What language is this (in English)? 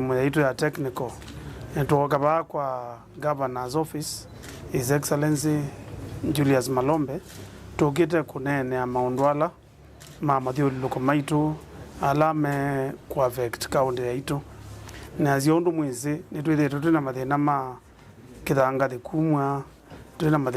Kamba